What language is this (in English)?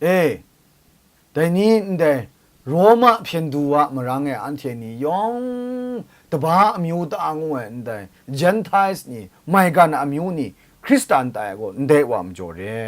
Kachin